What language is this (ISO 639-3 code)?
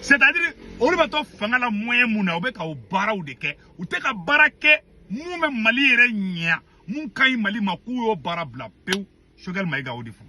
bam